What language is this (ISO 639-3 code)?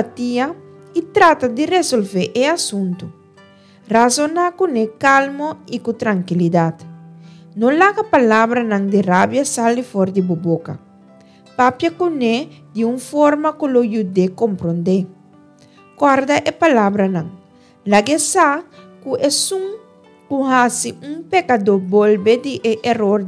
pap